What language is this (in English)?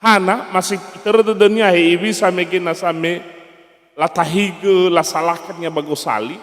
Nias